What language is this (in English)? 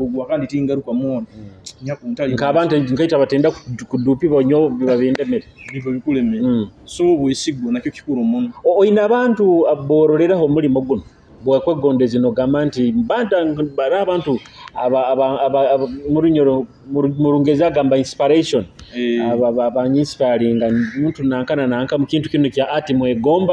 Nyoro